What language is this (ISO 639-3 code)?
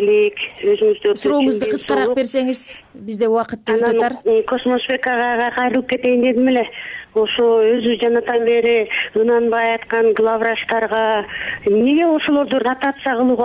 kir